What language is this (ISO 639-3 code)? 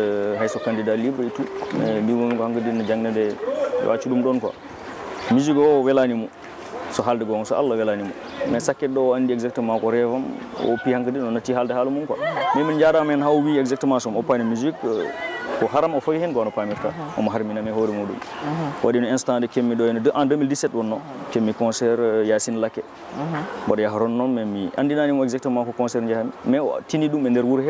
ful